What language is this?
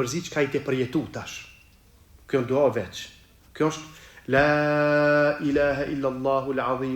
Albanian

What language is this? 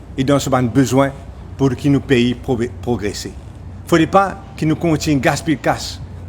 Morisyen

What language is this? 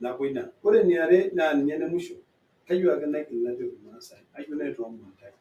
Masai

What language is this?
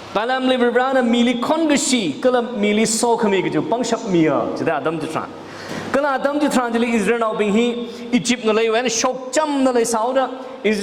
Tangkhul Naga (India)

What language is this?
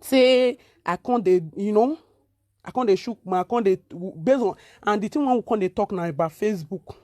Nigerian Pidgin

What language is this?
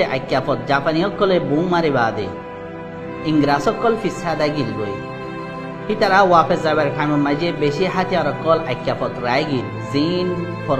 Rohingya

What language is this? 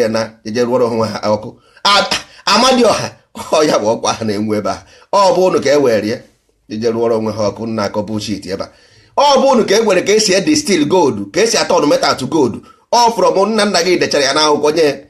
Igbo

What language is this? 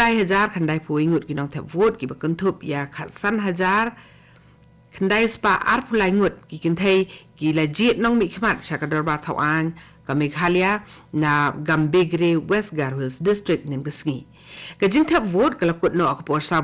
Khasi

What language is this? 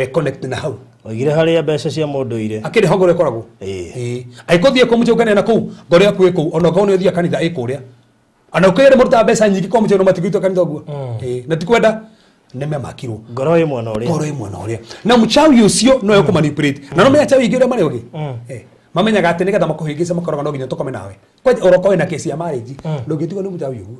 Kikuyu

